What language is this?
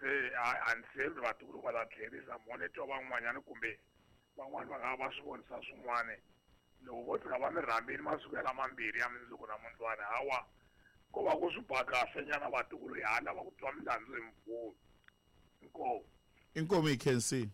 Tsonga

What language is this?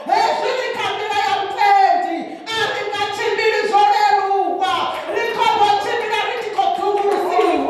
Venda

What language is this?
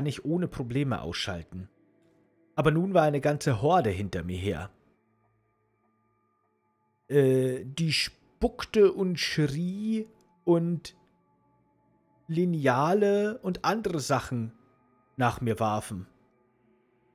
German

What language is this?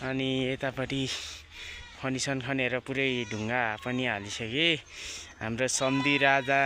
Nepali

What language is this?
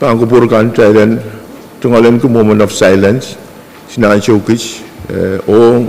Pohnpeian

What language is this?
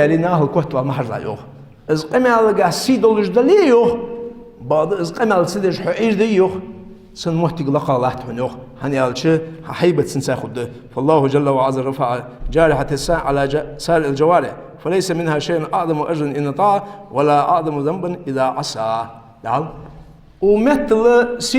Ingush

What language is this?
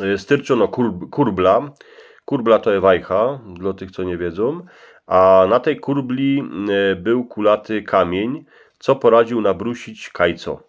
Silesian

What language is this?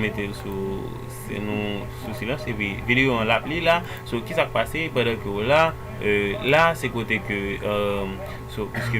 Haitian Creole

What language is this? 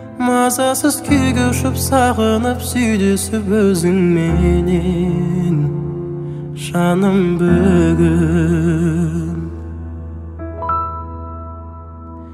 Kazakh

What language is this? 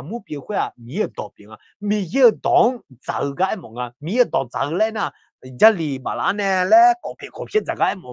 Akha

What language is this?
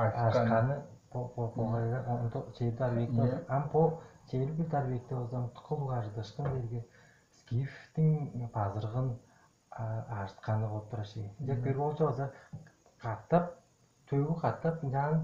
Tuvinian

